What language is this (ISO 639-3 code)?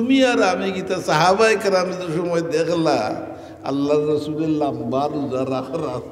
syl